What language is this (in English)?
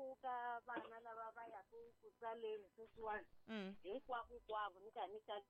Tsonga